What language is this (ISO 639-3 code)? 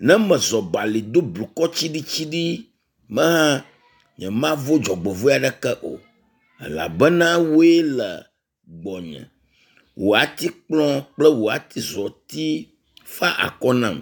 ewe